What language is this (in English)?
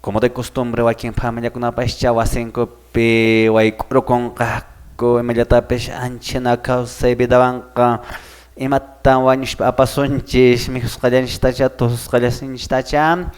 Quechua